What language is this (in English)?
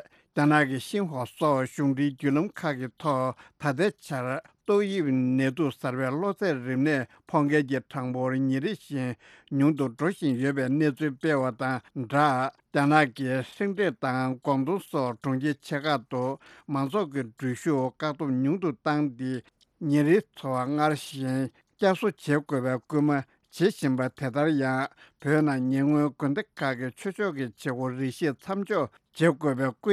Tibetan